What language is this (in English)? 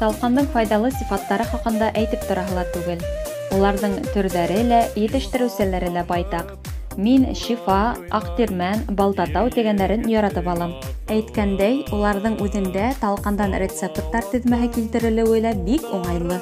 Bashkir